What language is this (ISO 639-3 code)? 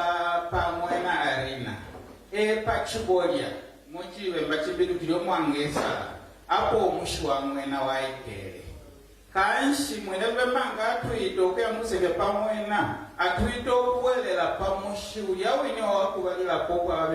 bem